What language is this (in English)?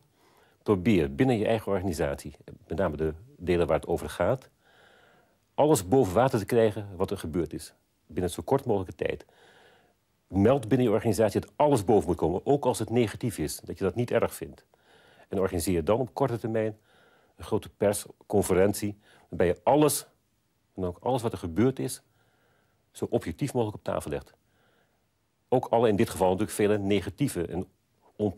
Dutch